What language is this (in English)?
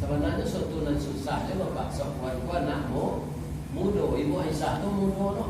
Minangkabau